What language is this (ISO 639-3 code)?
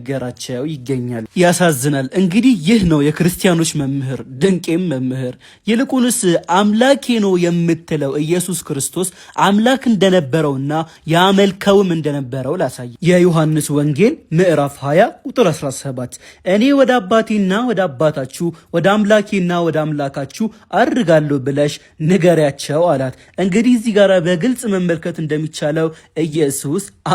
amh